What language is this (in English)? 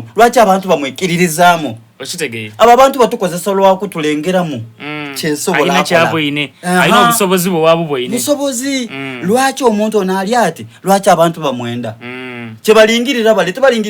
Soga